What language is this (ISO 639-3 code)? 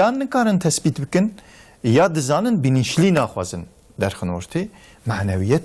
kur